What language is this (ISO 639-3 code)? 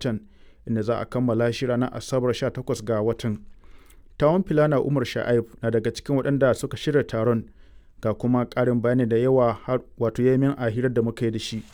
hau